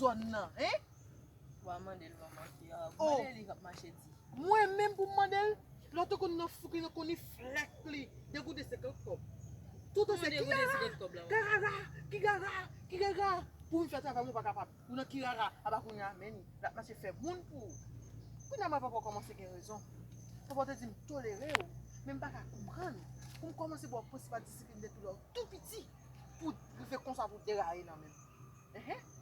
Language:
Haitian Creole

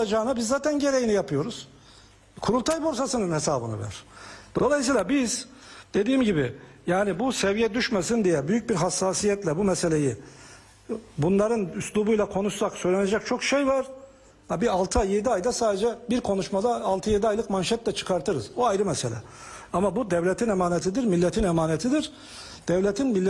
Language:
Turkish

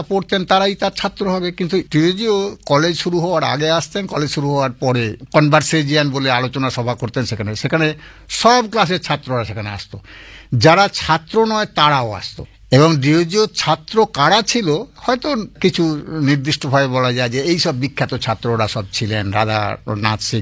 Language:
Bangla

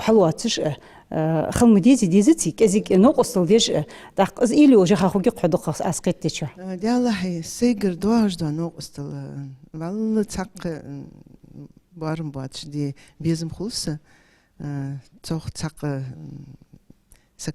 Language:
Ingush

